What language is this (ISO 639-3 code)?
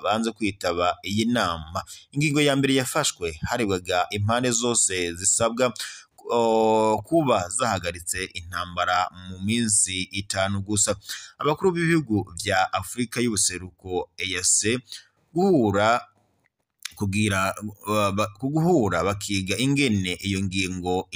run